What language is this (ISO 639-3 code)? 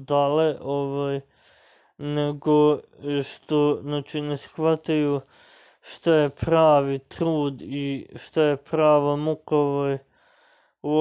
srp